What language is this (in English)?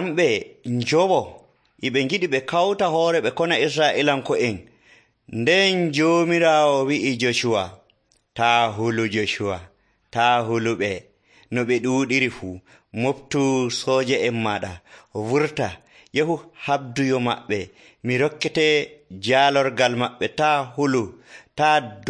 Nigerian Fulfulde